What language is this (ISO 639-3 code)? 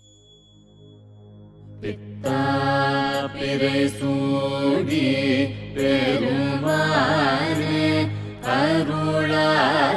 tam